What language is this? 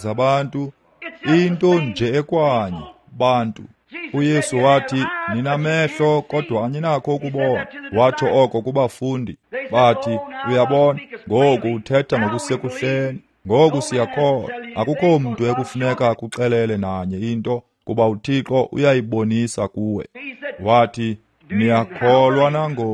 Xhosa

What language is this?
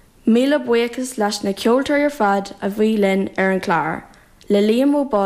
Irish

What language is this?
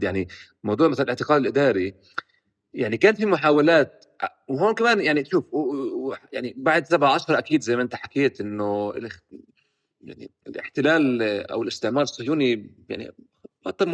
North Levantine Arabic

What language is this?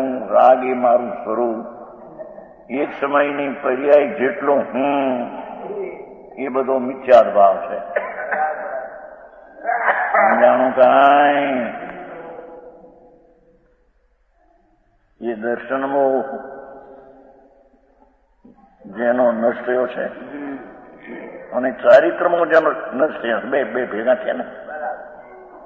Gujarati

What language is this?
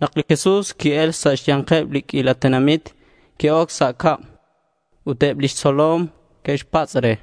Kekchí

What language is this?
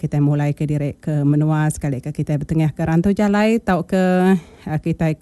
Iban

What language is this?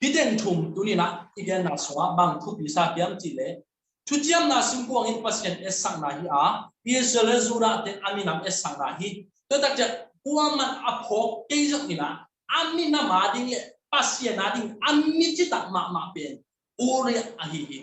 Tedim Chin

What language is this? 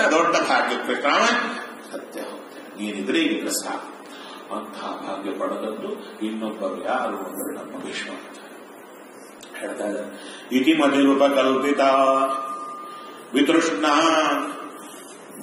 Kannada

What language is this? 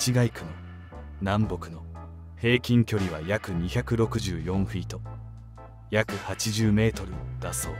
Japanese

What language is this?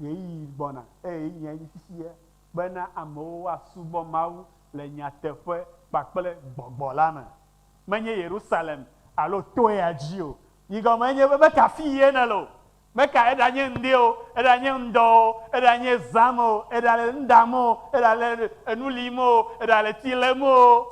Ewe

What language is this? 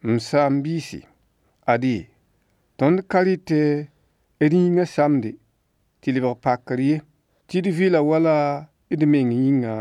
Mossi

